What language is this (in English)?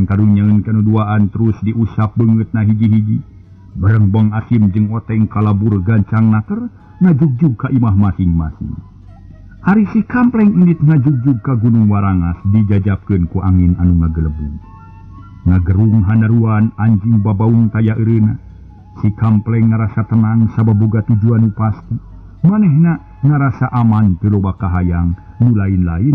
Sundanese